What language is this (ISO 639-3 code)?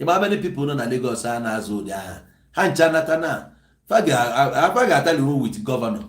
ibo